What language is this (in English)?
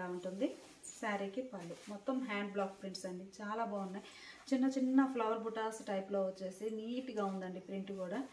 Telugu